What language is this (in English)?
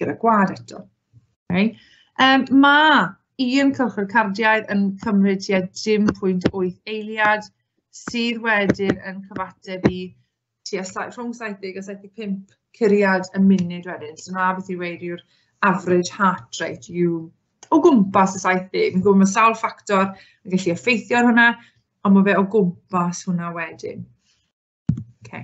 Welsh